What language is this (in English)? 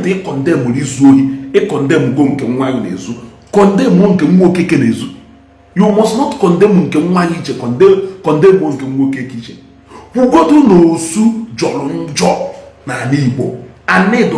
Igbo